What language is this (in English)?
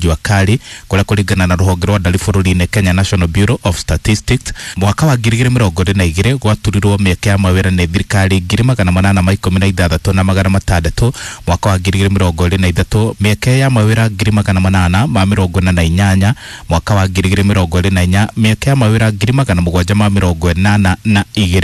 Kikuyu